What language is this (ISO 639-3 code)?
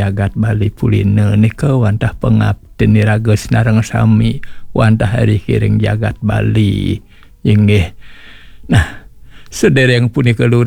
ban